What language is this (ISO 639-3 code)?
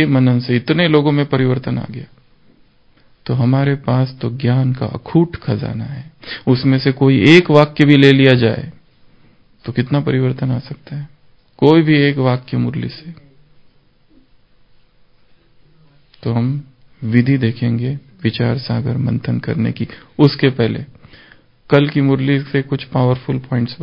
hin